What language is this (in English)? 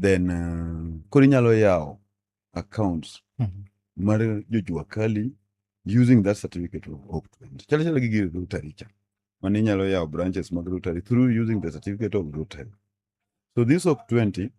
Luo (Kenya and Tanzania)